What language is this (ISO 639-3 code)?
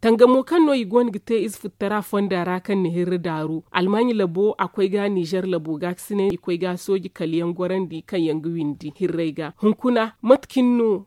dje